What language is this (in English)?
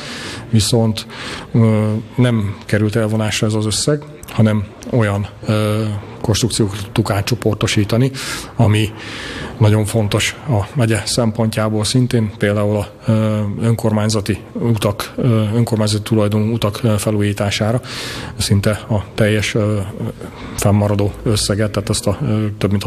Hungarian